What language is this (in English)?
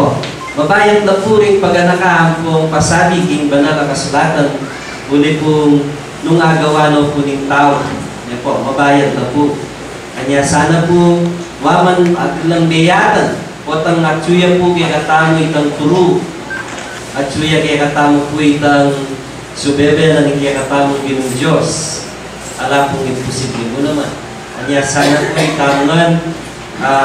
Pampanga